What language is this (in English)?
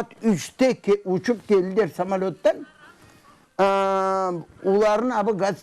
Crimean Tatar